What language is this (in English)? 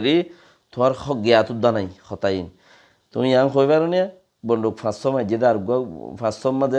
Rohingya